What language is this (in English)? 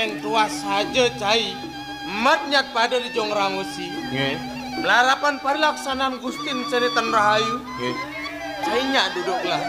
Balinese